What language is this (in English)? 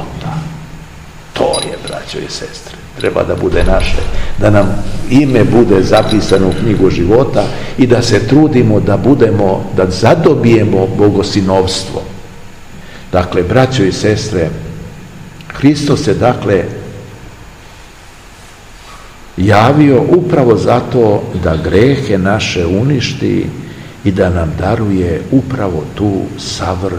Serbian